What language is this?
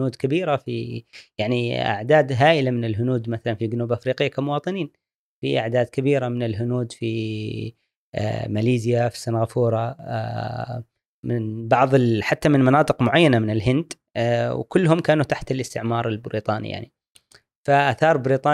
Gulf Arabic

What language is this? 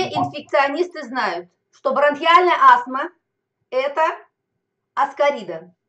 Russian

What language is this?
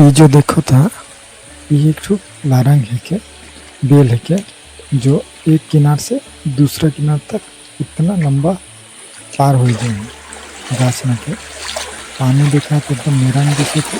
Sadri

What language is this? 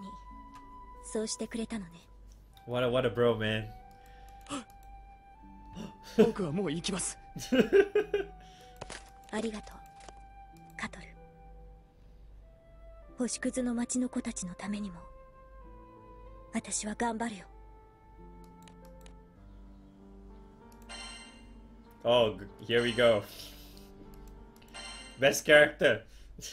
Japanese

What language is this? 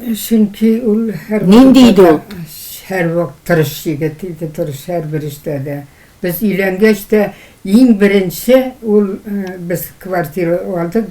Tatar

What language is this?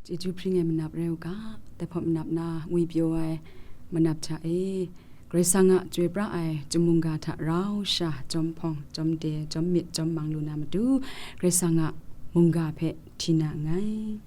Kachin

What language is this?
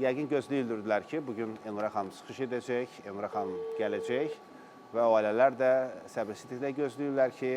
Azerbaijani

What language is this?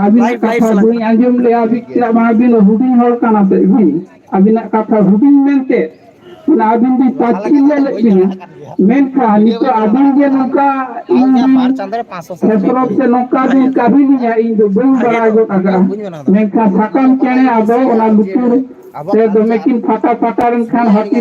Santali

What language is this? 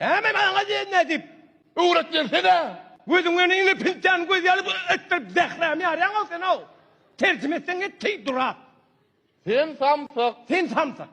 Turkmen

